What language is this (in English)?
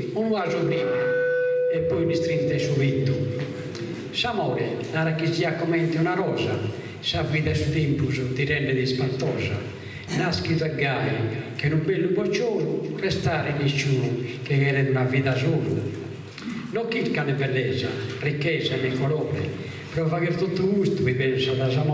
Sardinian